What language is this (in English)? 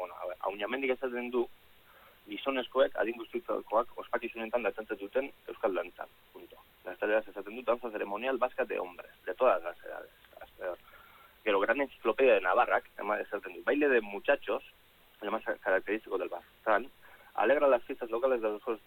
Basque